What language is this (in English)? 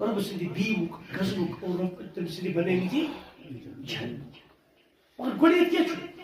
Kashmiri